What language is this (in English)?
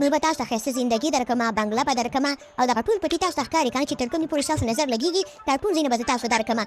Pashto